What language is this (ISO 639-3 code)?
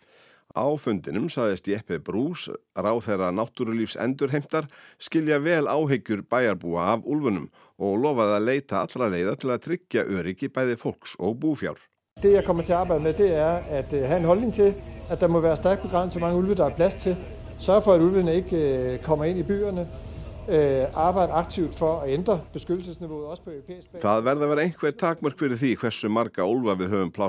isl